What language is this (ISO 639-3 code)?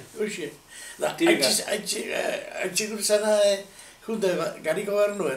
eus